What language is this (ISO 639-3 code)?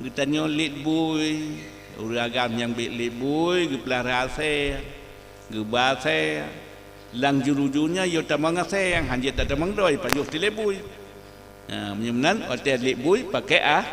ace